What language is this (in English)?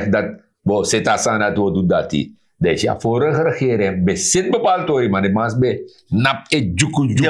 Sranan Tongo